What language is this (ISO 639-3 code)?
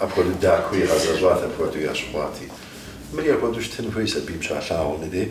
kbd